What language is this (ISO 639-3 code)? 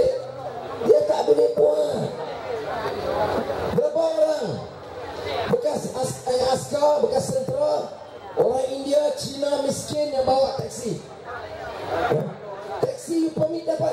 msa